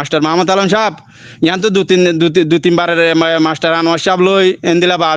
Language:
Rohingya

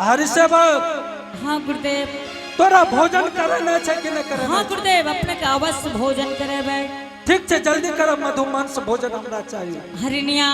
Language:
Angika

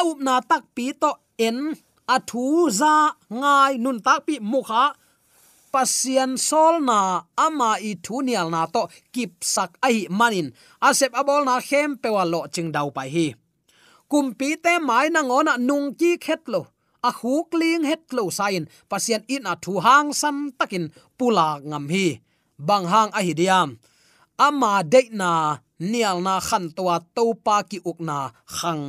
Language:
Tedim Chin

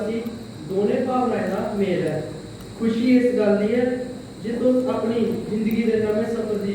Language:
Dogri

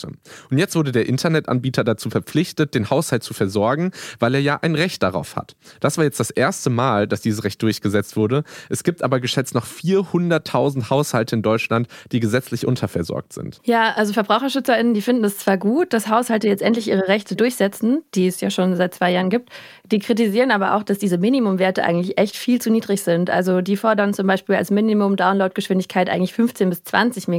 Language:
German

